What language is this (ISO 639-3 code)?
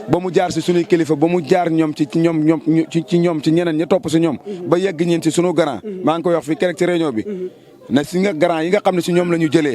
wol